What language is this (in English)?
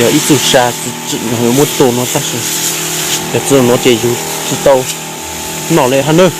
Hmong